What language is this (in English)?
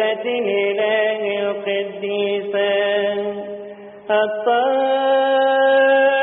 Egyptian Arabic